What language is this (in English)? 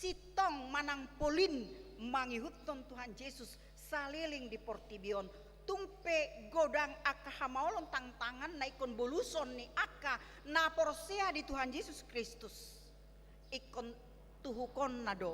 Batak Toba